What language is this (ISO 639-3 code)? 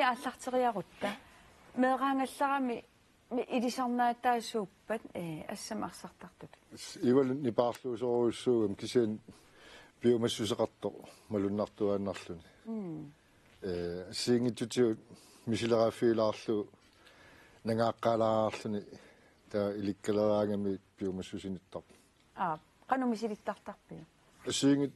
kal